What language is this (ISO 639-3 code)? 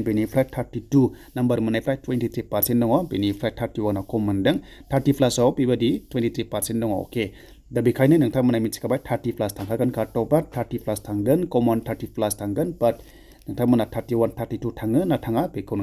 brx